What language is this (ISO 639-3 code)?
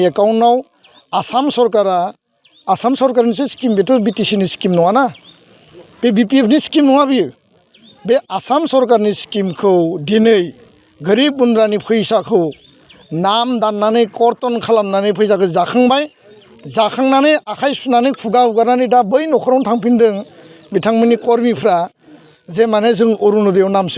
brx